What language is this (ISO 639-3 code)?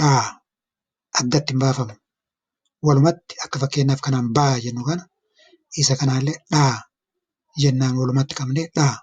orm